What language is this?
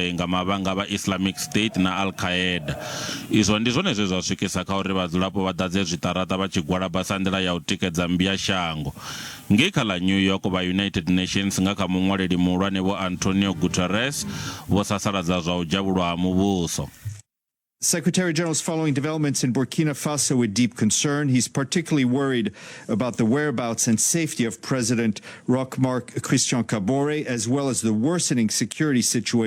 Venda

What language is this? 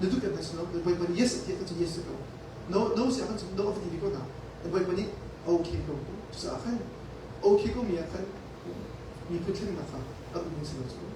Hakha Chin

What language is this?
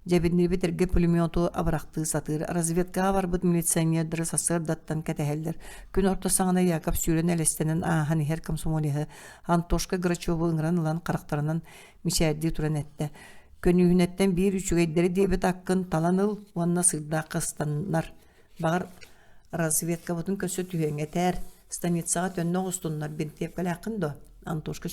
Yakut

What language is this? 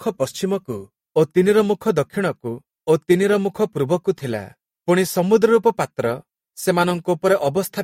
Odia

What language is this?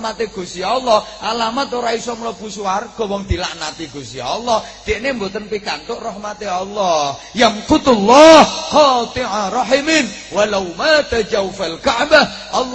Javanese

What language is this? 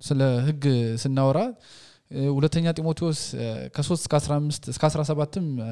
Amharic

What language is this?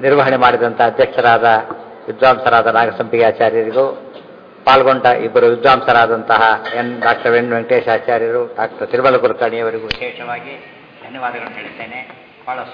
Kannada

